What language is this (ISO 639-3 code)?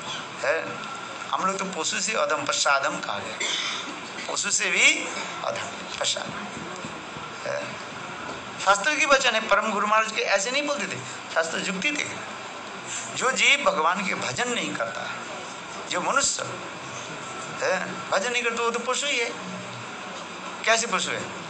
hin